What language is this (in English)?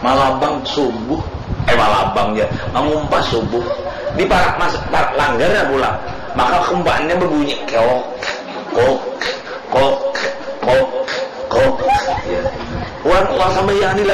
Banjar